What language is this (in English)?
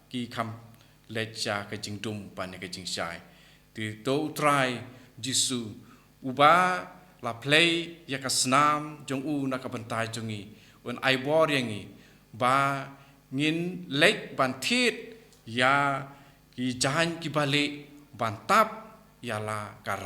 Khasi